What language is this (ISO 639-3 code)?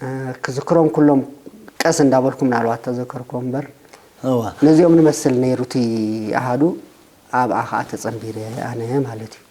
tir